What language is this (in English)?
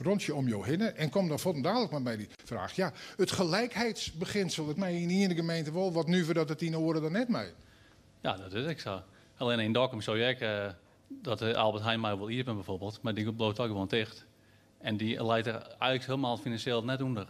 Western Frisian